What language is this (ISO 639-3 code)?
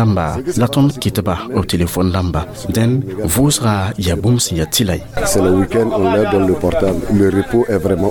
mos